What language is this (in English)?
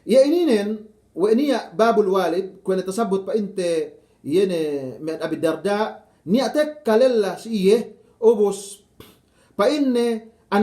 Yakan